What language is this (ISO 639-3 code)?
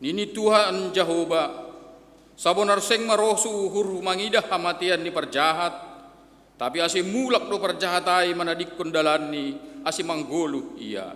bts